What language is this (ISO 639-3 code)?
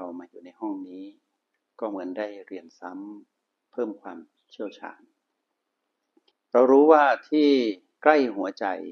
tha